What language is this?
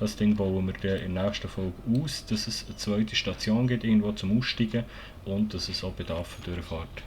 Swiss German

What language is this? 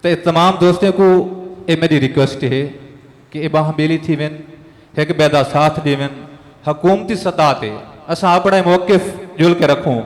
Saraiki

